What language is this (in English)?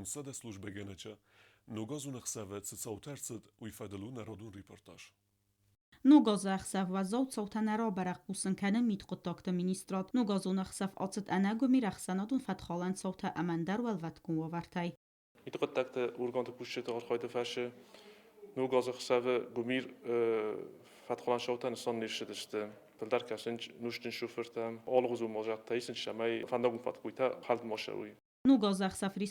Ossetic